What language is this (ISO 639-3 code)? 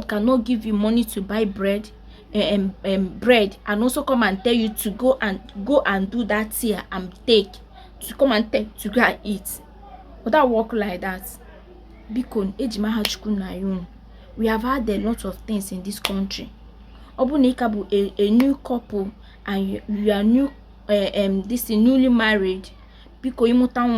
ibo